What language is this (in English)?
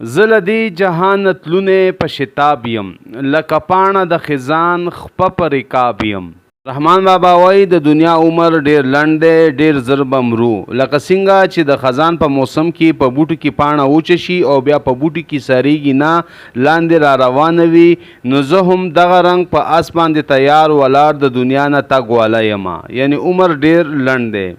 Pashto